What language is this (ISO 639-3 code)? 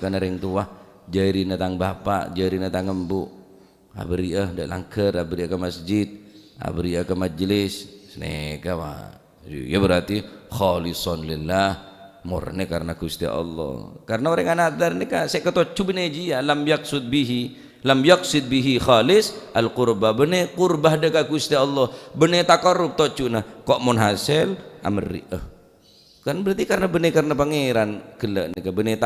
mad